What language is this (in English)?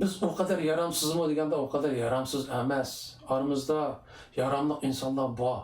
Uyghur